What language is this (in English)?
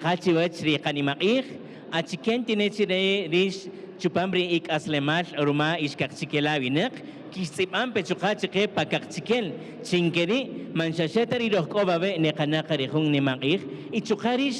Kaqchikel